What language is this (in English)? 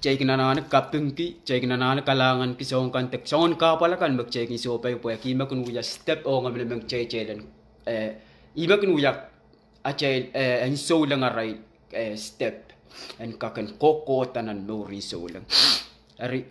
Pohnpeian